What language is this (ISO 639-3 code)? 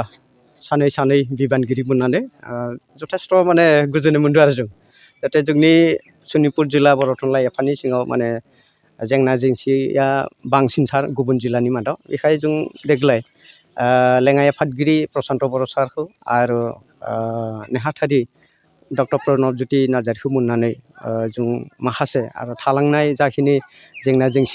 brx